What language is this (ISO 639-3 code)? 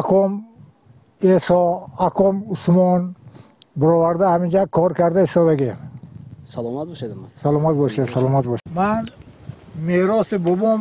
tgk